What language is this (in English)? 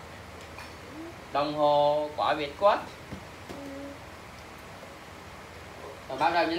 Vietnamese